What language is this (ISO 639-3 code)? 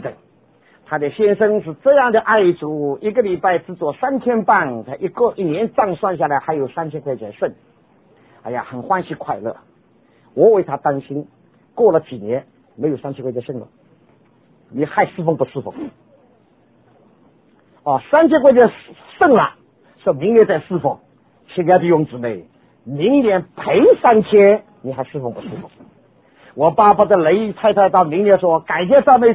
zho